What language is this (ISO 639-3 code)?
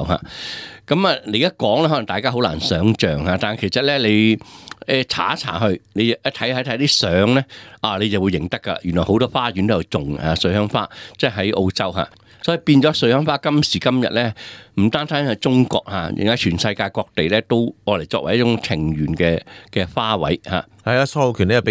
yue